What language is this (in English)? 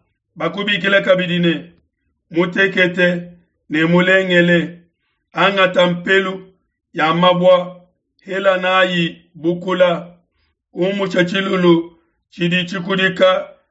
Luba-Lulua